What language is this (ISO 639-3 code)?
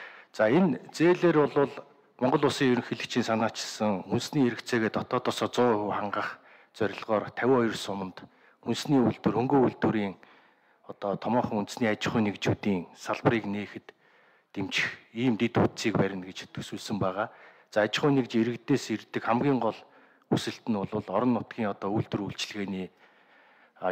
mon